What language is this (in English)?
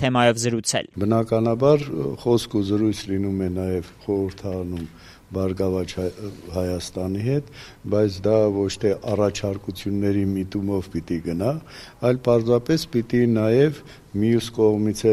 Armenian